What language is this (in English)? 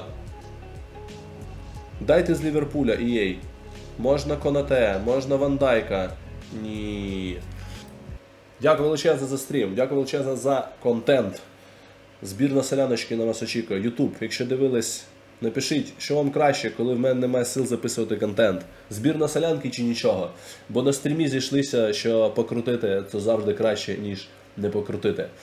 Ukrainian